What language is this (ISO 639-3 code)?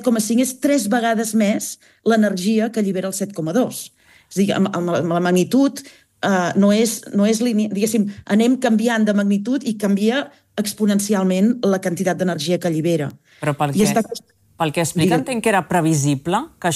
cat